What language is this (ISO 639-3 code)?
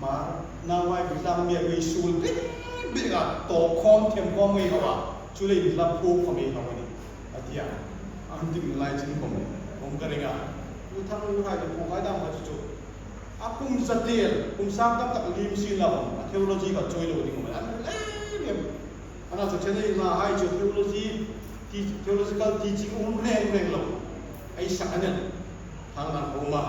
hmr